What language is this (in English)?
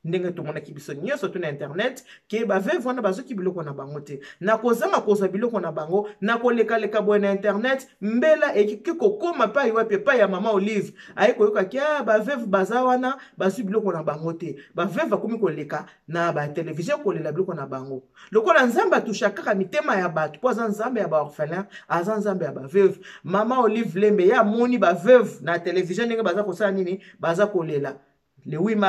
Lingala